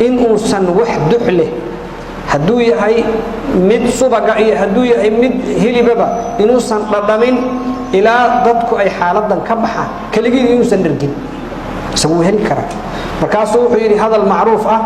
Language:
Somali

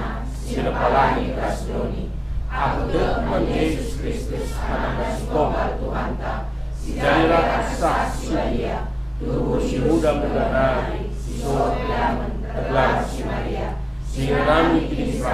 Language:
Batak Karo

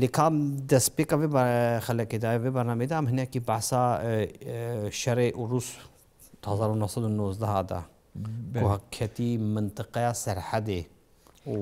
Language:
Kurdish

